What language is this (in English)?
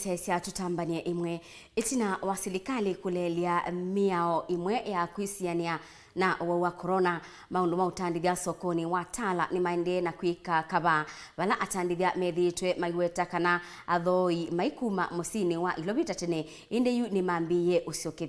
Kamba